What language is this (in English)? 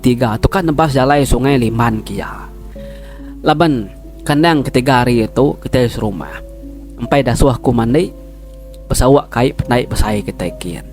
Iban